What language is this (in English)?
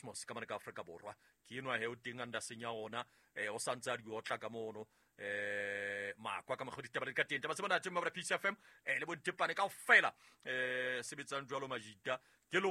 Southern Sotho